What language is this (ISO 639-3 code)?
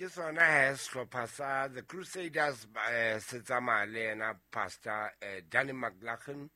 sot